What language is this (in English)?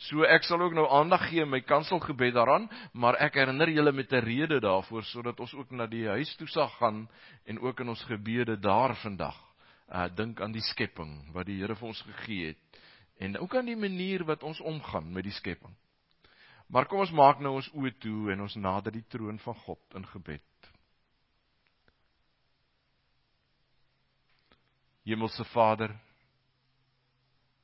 Afrikaans